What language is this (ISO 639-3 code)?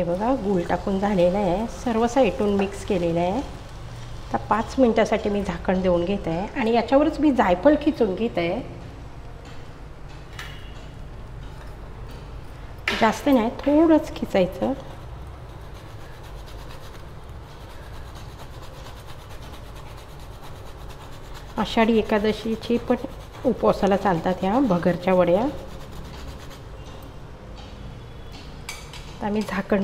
mar